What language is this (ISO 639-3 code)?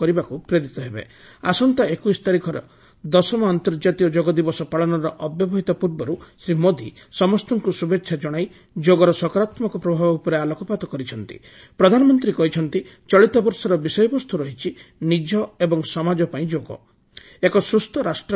ori